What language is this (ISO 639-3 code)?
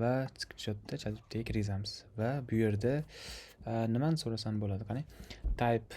uzb